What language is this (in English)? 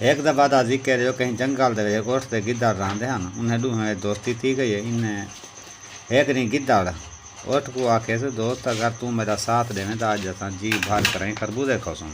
Saraiki